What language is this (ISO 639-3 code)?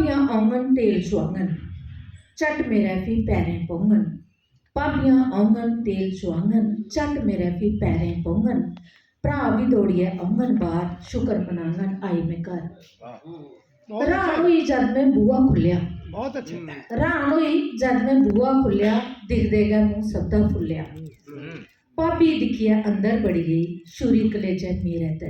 doi